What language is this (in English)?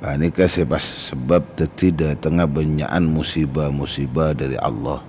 Madurese